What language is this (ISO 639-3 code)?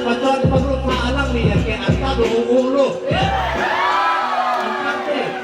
mjw